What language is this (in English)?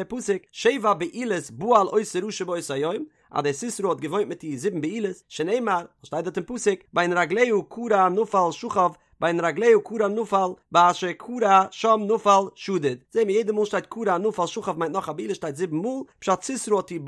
Yiddish